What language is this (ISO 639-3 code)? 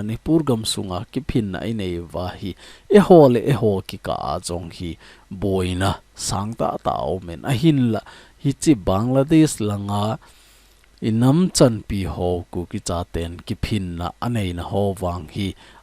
tcz